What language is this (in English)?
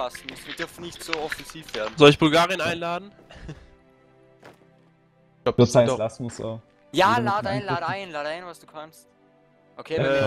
German